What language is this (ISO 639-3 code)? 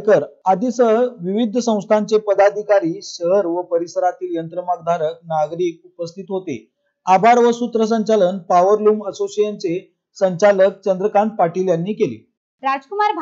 mar